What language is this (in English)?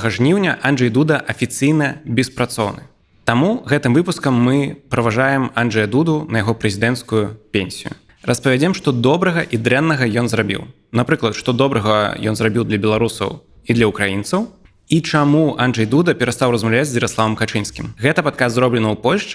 Belarusian